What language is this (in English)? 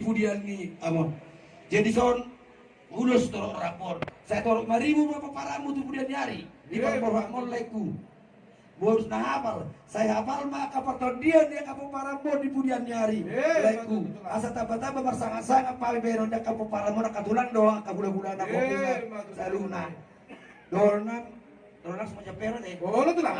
Batak Toba